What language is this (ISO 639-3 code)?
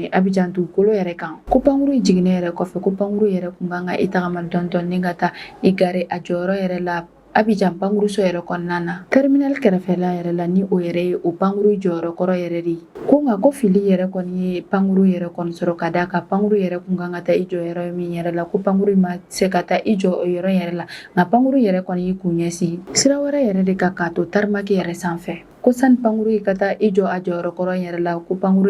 bam